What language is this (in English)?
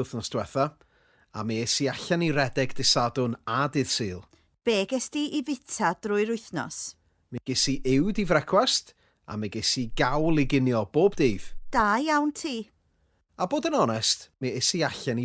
Welsh